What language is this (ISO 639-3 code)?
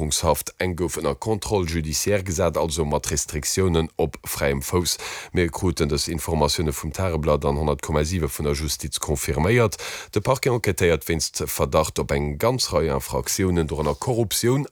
ltz